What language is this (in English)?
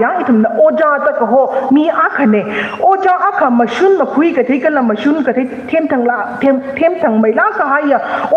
Tangkhul Naga (India)